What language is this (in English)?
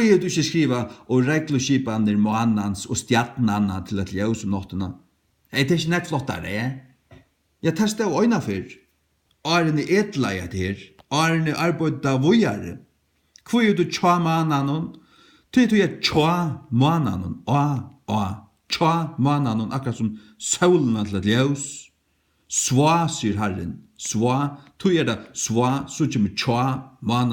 Faroese